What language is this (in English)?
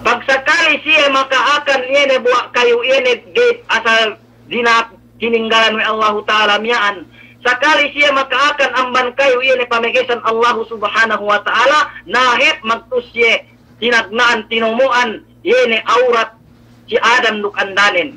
Yakan